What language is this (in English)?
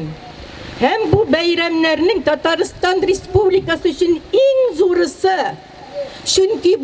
Tatar